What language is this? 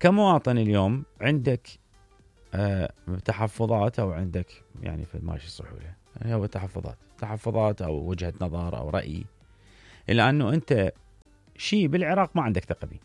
Mesopotamian Arabic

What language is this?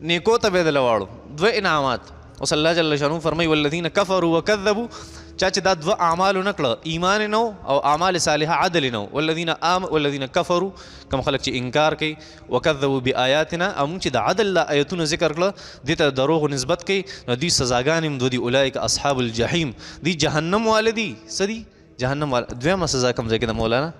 Pashto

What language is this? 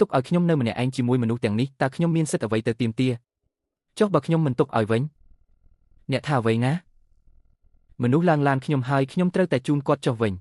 Khmer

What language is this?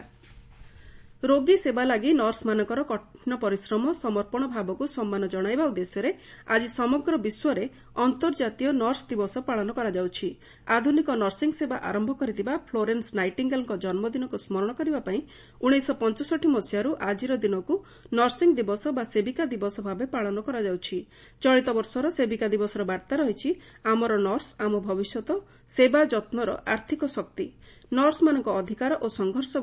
Odia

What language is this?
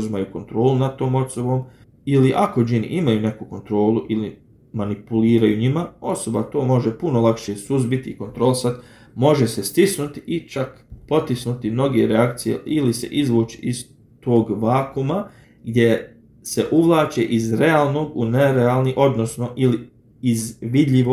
Bosnian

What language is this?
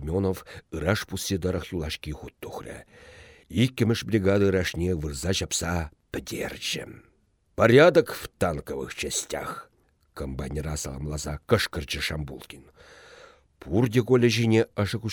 Chuvash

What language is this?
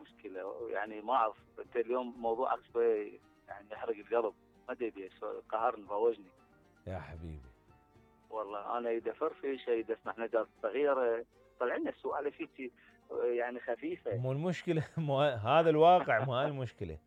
Mesopotamian Arabic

